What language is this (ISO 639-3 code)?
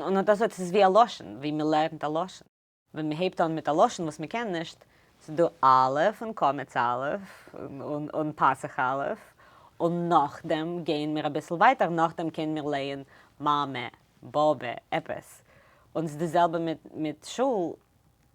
yid